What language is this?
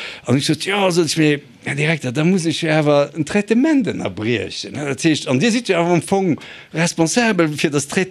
Luxembourgish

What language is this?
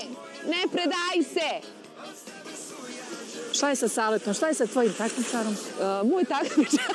Serbian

